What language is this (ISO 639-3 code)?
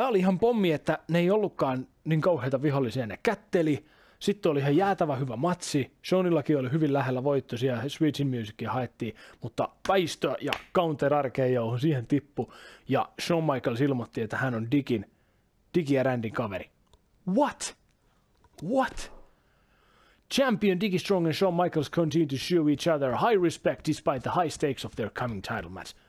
fin